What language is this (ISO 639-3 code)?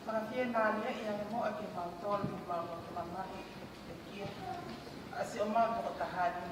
ton